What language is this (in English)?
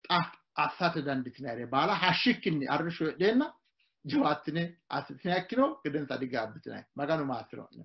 Sidamo